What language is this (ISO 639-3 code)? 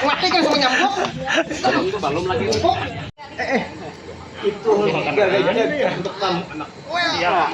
bjn